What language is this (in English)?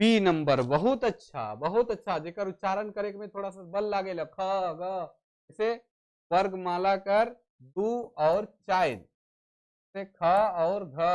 Sadri